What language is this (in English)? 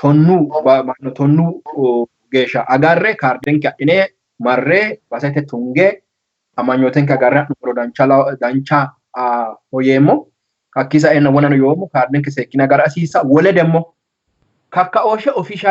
Sidamo